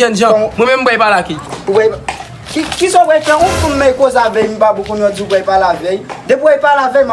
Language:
Haitian Creole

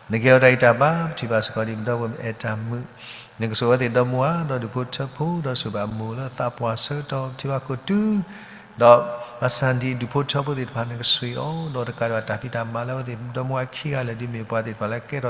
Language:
S'gaw Karen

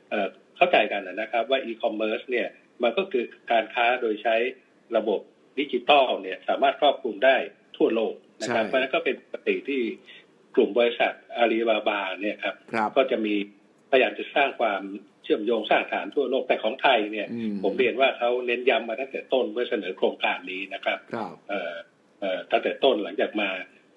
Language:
Thai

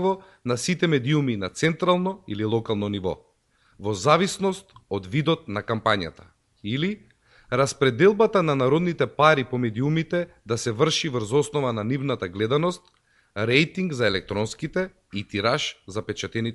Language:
Macedonian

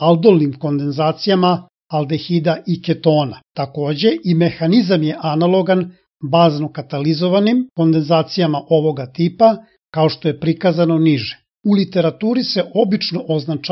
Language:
Serbian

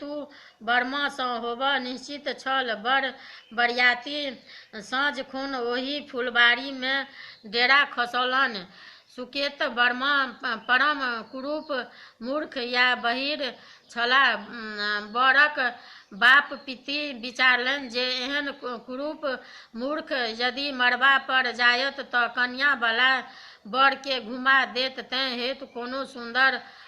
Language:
Maithili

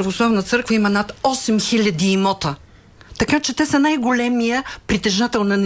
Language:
Bulgarian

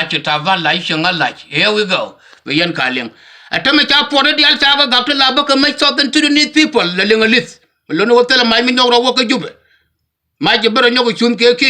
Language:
Nuer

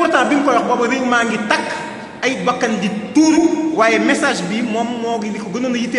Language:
Wolof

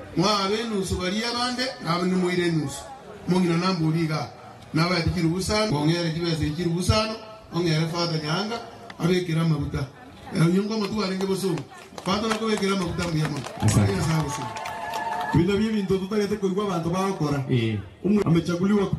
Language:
Gusii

